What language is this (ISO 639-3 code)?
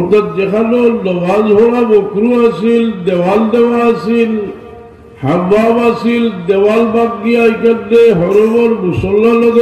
syl